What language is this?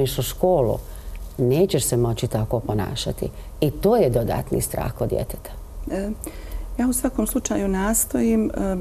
Bosnian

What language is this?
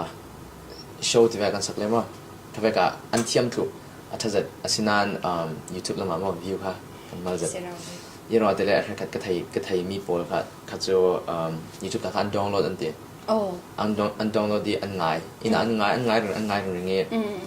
Falam Chin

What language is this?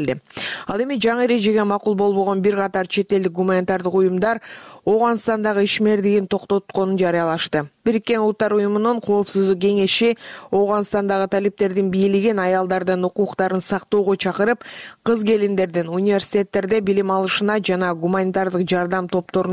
Kyrgyz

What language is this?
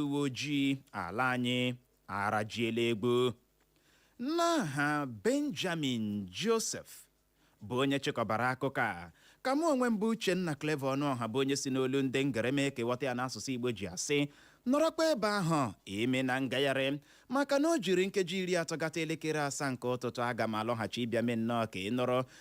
Igbo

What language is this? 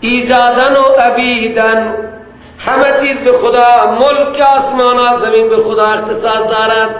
Persian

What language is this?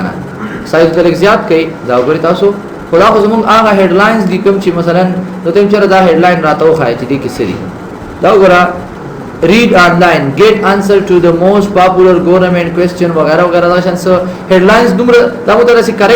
Pashto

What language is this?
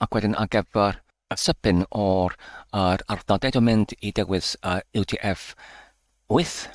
Welsh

